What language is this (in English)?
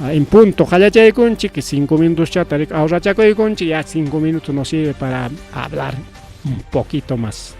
Ayacucho Quechua